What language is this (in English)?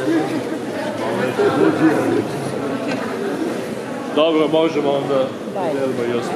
Serbian